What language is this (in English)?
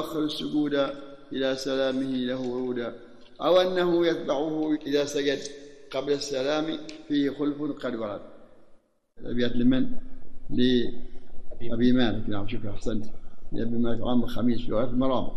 Arabic